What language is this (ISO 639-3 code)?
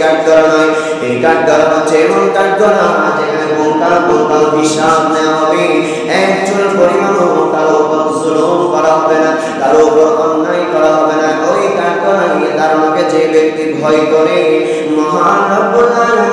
ben